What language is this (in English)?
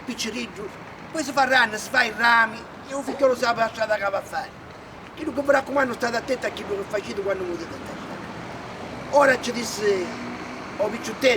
Sicilian